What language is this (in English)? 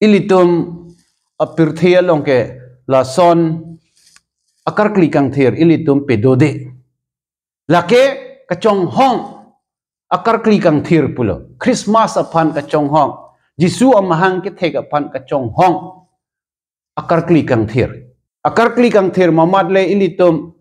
Karbi